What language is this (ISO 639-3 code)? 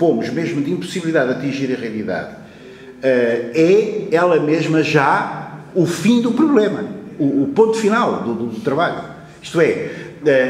por